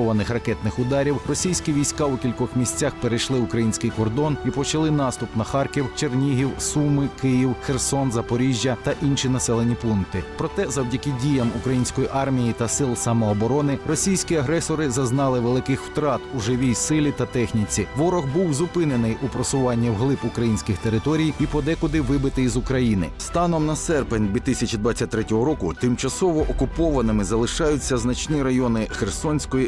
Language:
Ukrainian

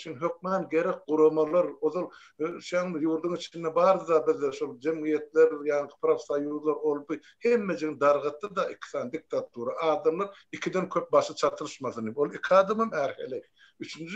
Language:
Turkmen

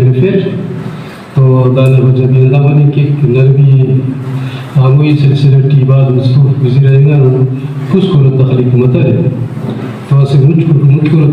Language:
Brahui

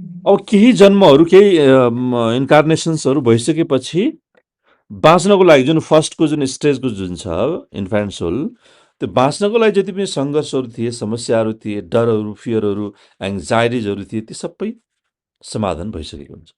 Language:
Nepali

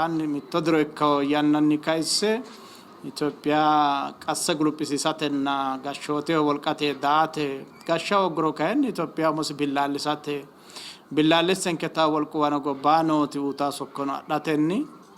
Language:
Sidamo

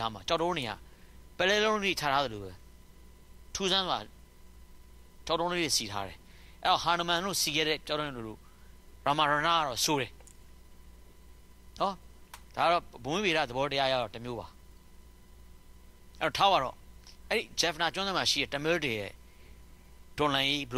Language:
Burmese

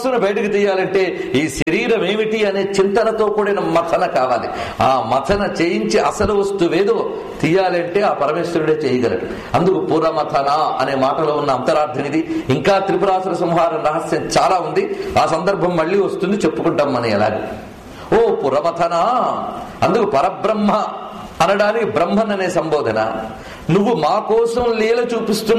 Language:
Telugu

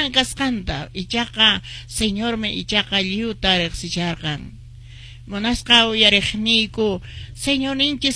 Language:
Quechua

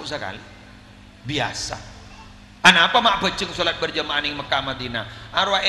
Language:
Madurese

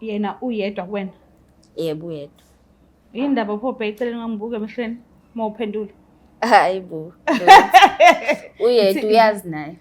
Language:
Zulu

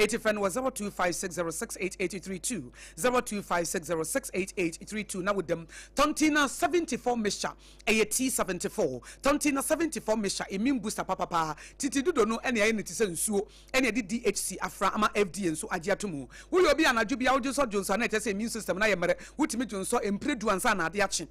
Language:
Akan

